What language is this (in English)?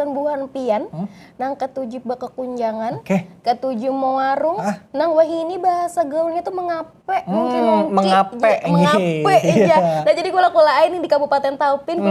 Banjar